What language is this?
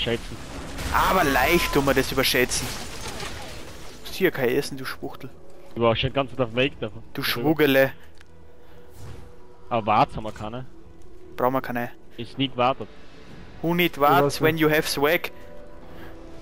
German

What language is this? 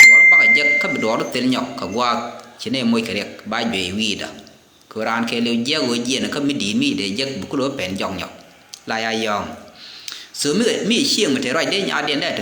Nuer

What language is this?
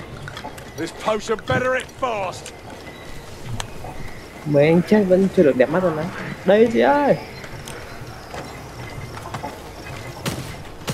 Vietnamese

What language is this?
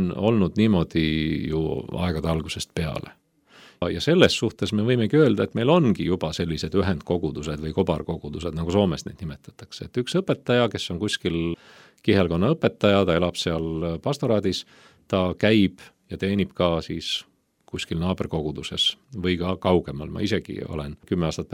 Estonian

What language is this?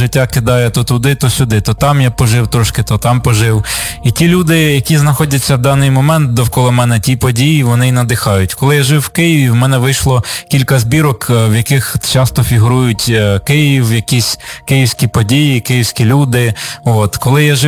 Ukrainian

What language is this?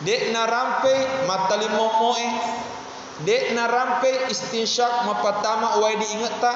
Buginese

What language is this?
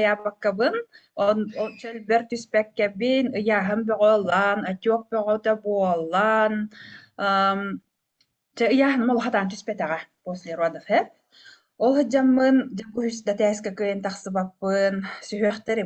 Yakut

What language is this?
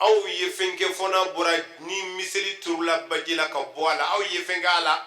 Bambara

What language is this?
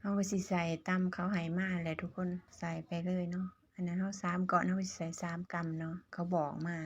Lao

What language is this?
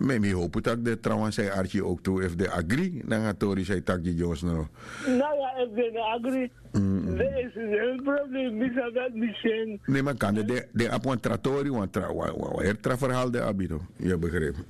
Sranan Tongo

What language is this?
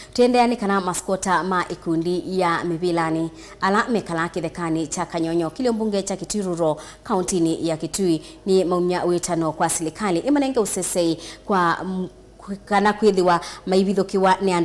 Kamba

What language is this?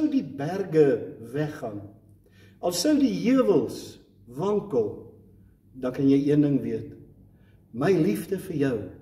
Afrikaans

